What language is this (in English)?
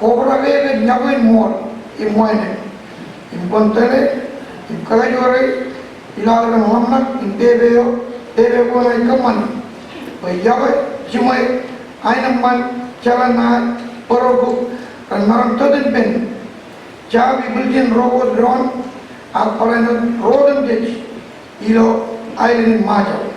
Marshallese